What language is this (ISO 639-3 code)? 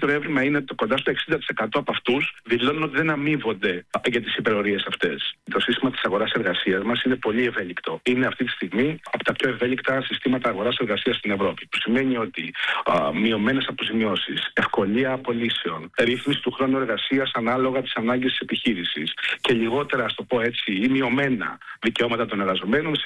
ell